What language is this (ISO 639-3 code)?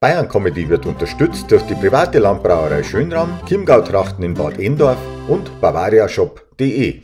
bar